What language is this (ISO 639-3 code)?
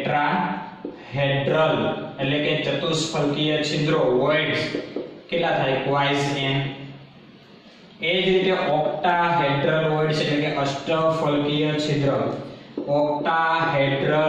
guj